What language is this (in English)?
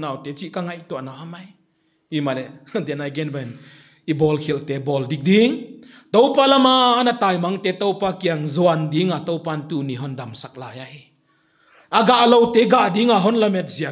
Paite Chin